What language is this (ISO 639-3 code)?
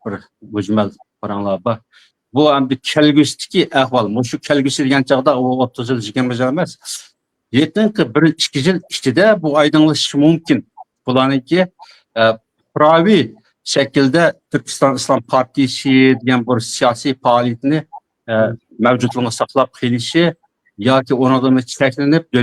uig